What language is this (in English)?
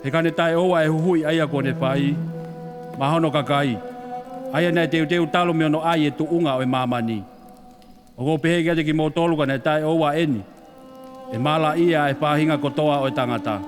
Tongan